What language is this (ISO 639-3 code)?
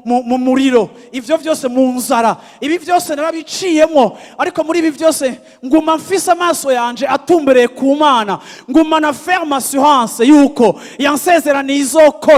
run